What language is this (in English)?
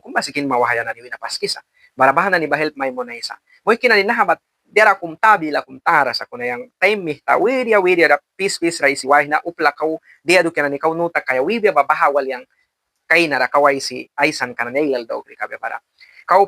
Mískito